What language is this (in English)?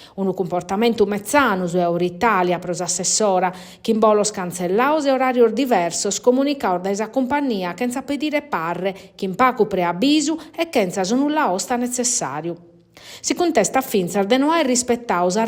Sardinian